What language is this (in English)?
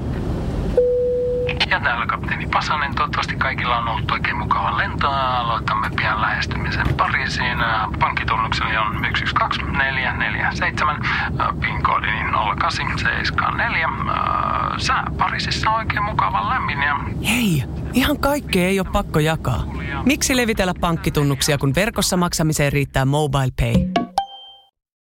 Finnish